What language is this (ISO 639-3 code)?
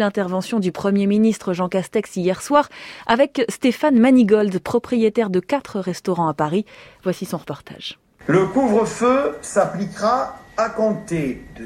fra